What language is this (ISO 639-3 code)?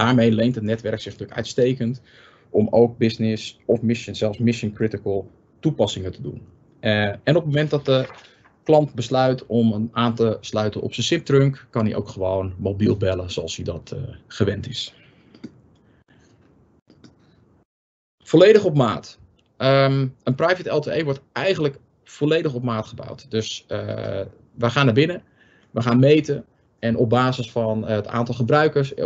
nld